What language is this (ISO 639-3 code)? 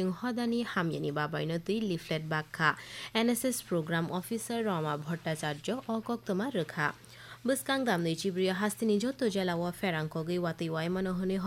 trp